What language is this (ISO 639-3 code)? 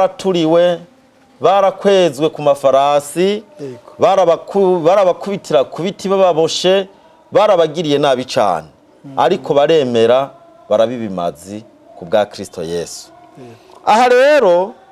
run